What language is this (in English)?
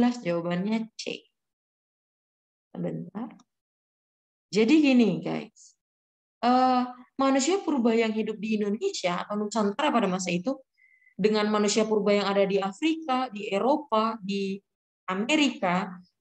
Indonesian